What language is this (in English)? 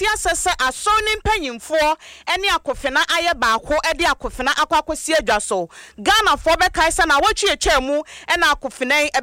Akan